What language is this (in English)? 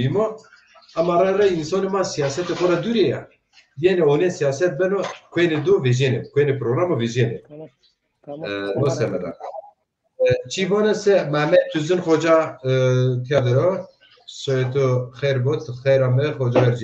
Zaza